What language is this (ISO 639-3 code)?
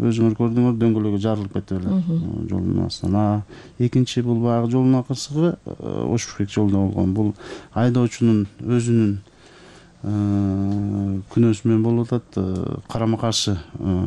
kir